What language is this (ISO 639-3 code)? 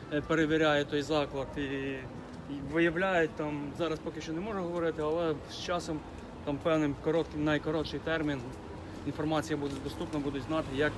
ukr